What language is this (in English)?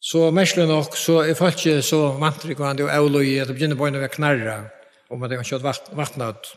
Faroese